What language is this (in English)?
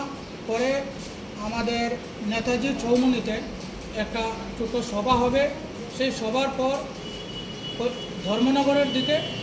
Bangla